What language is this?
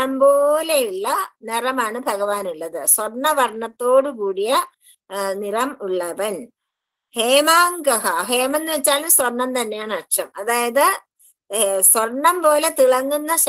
Malayalam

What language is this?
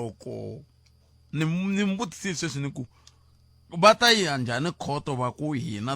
Tsonga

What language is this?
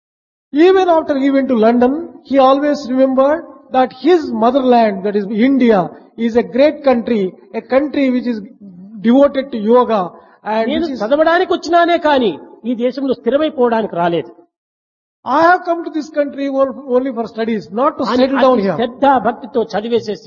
Telugu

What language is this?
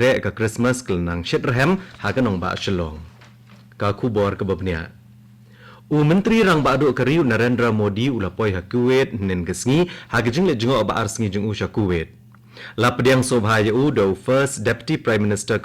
Khasi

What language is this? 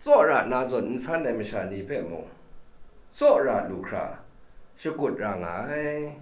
Kachin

